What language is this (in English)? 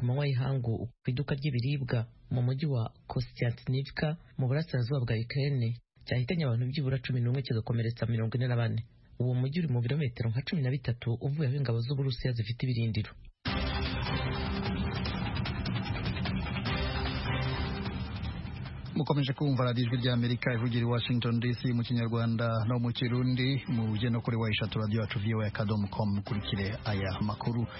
Kinyarwanda